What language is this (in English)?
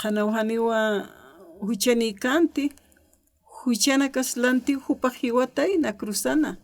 Aymara